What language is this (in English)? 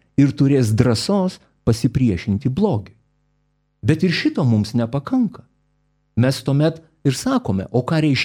Lithuanian